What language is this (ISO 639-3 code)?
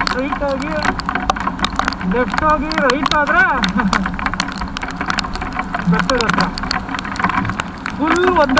kan